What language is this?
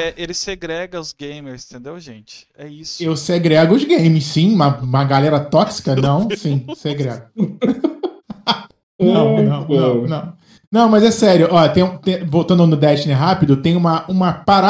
Portuguese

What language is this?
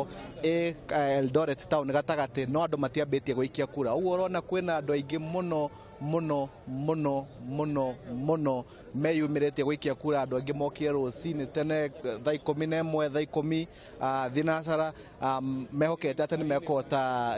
Kikuyu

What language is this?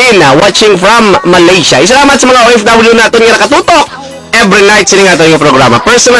Hiligaynon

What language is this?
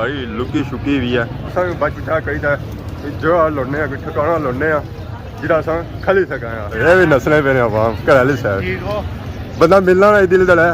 Pahari-Potwari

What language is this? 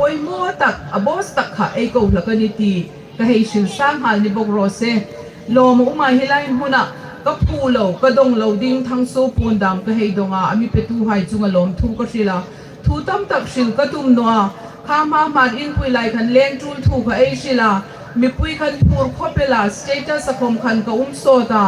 Hmar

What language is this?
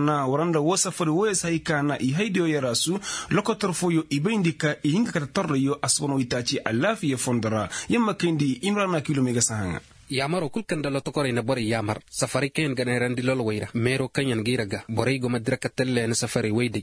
Koyraboro Senni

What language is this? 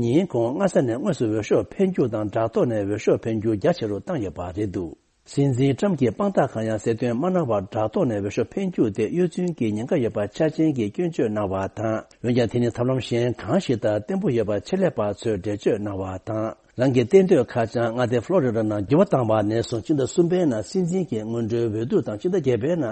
Tibetan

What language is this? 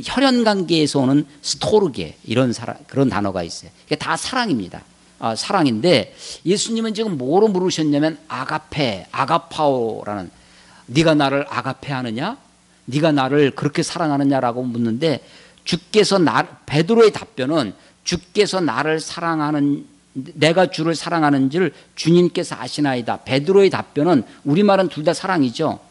Korean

